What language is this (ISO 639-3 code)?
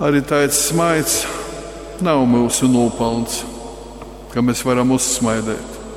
ltg